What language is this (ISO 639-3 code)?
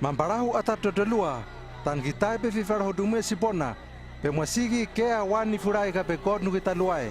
lml